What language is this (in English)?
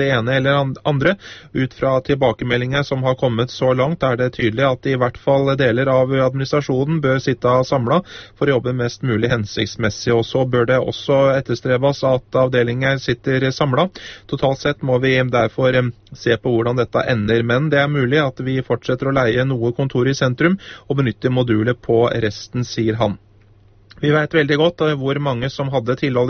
Norwegian